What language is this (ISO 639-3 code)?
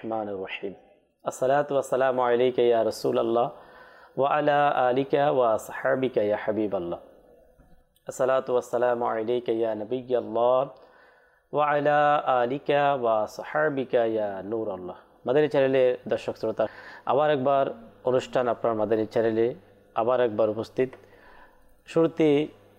ben